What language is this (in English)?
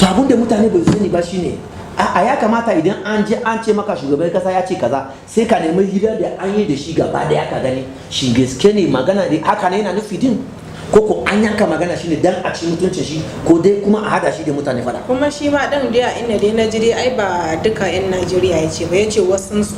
Hausa